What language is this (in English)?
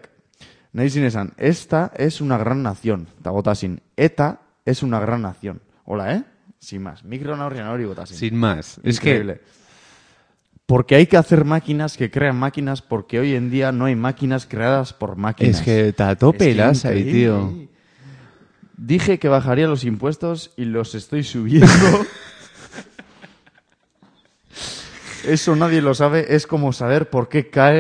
Basque